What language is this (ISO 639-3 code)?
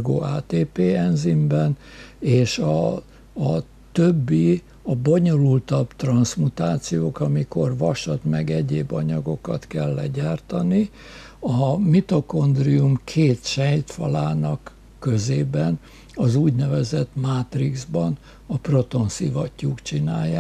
hun